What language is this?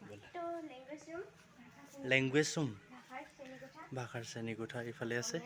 Assamese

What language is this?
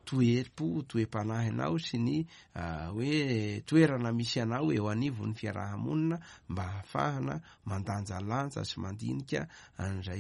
Malagasy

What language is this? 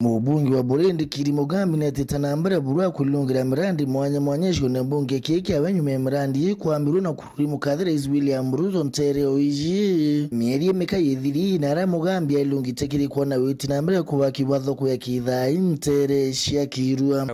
Meru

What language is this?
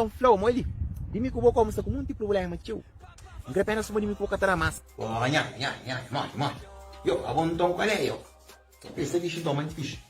Kabuverdianu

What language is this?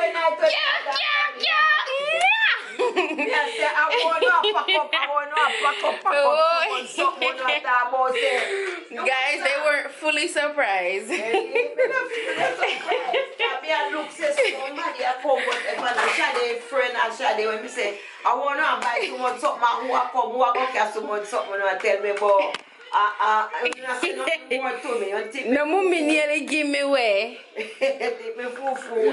Jamaican Creole English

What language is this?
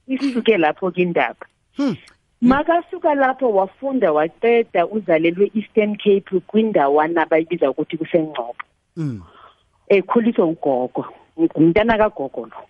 South Ndebele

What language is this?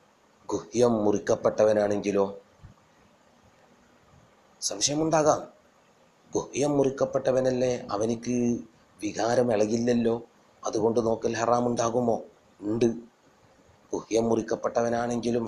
Malayalam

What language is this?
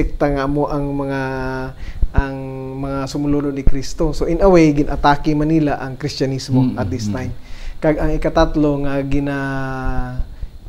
Hiligaynon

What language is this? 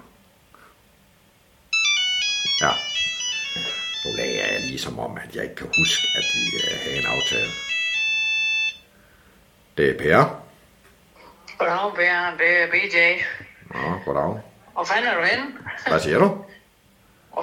Danish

